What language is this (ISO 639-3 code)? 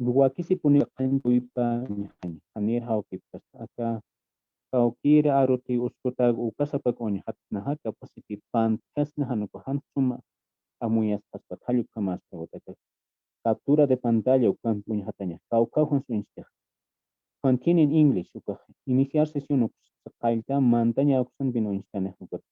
aym